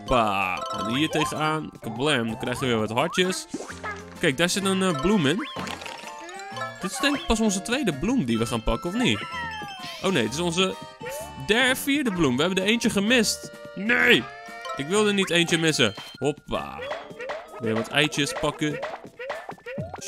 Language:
Dutch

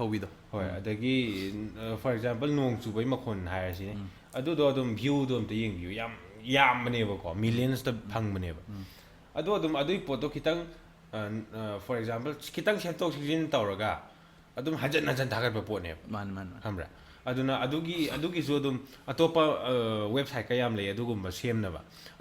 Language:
Manipuri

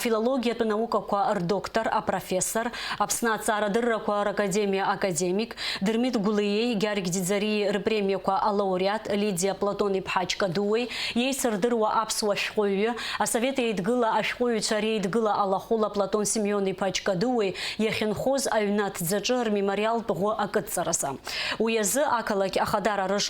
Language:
Abkhazian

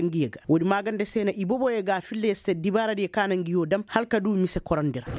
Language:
Koyraboro Senni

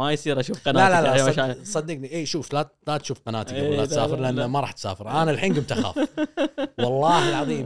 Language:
Gulf Arabic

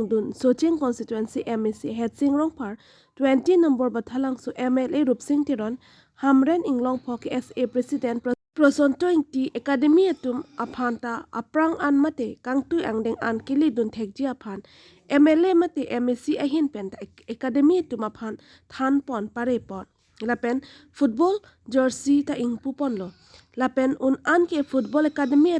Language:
Karbi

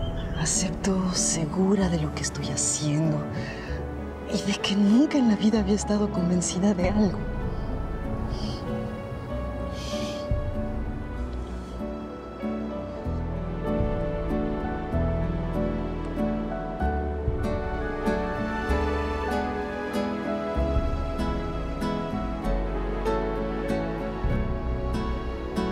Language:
Spanish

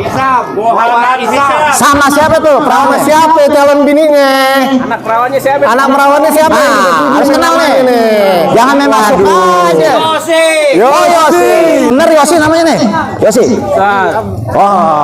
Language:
Betawi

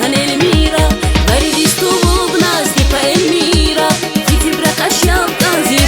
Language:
Tabassaran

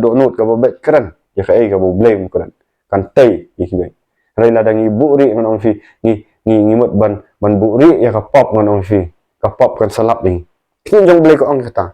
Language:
Khasi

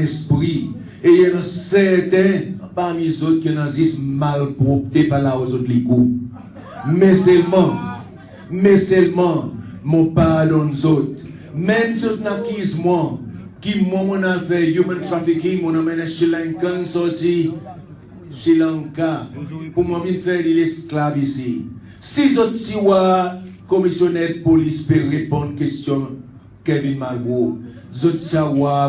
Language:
Seselwa Creole French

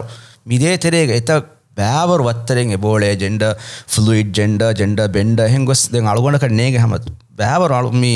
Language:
Divehi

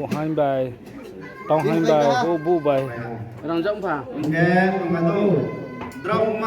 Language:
Riang (India)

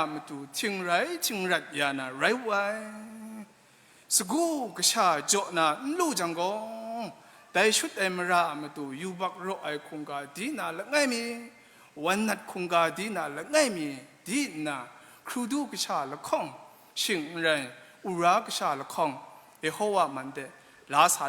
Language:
Kachin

